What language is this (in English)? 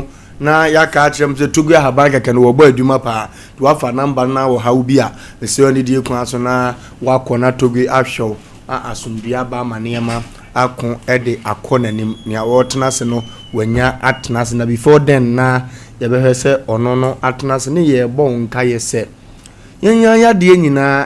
Akan